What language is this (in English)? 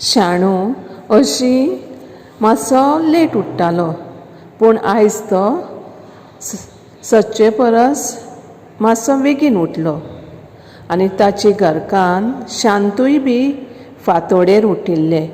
Konkani